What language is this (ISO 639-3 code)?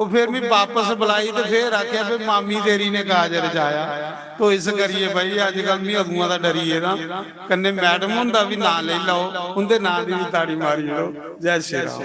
doi